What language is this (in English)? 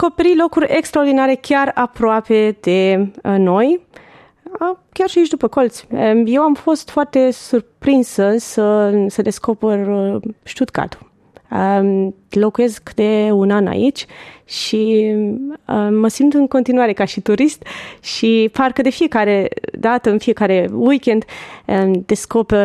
Romanian